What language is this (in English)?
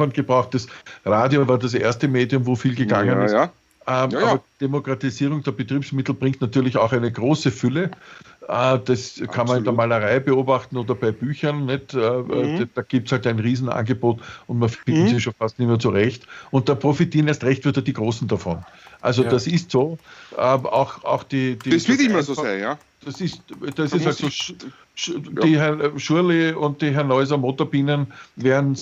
Bavarian